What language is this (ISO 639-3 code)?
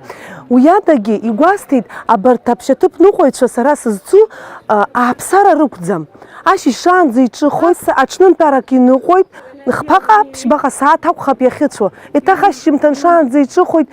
abk